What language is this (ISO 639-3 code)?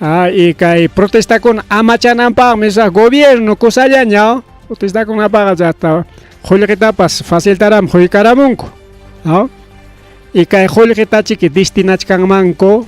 quy